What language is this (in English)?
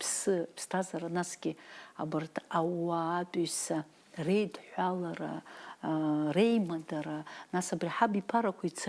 Abkhazian